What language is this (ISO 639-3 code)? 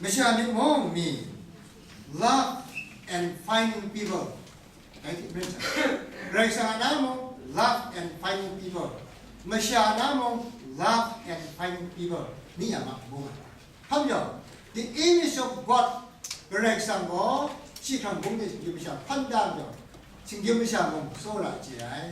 kac